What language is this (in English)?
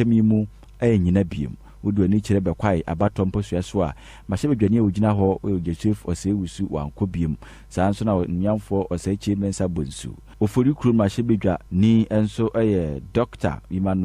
Akan